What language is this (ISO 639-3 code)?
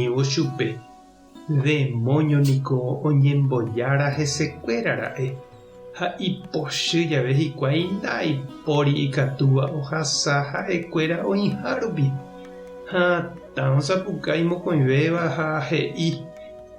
grn